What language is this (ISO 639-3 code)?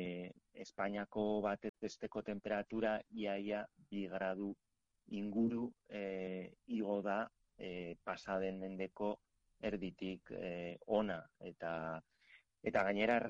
eus